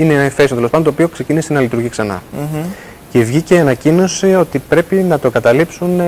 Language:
Greek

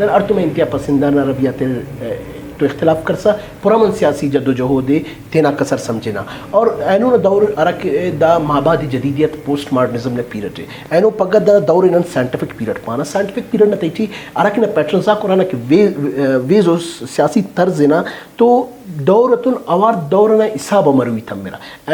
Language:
Brahui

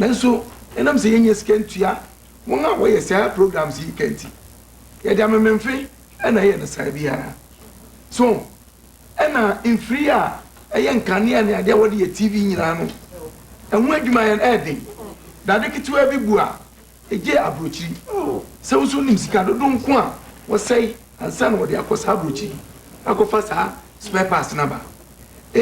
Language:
Akan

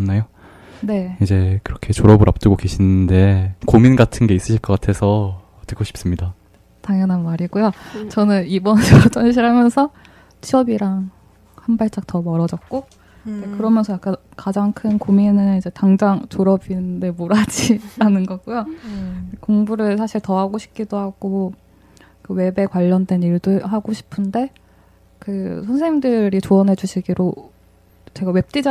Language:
Korean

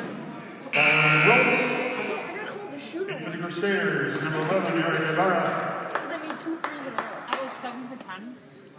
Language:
English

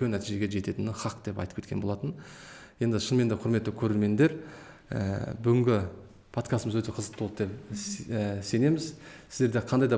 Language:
Kazakh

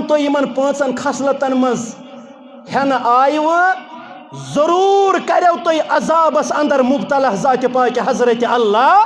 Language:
Kashmiri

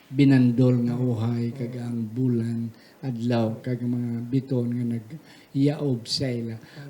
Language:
Hiligaynon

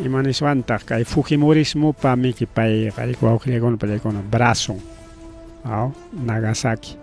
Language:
Ayacucho Quechua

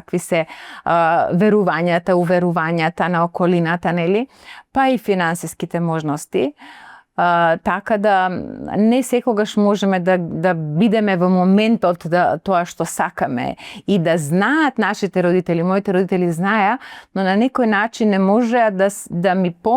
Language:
Macedonian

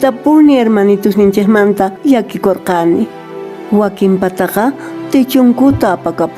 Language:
Quechua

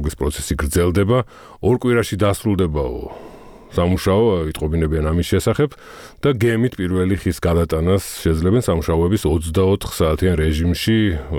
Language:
Georgian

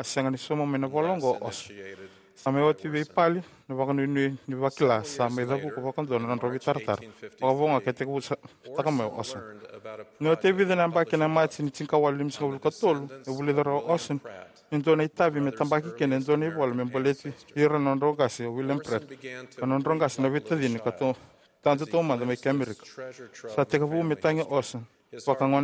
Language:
Fijian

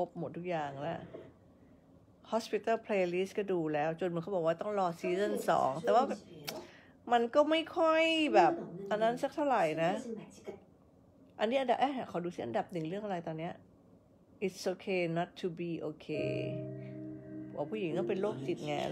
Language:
Thai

